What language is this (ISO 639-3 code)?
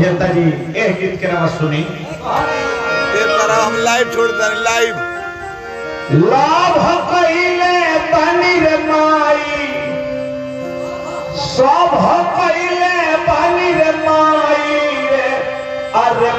bho